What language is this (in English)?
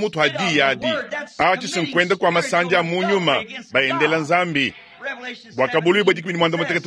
Luba-Lulua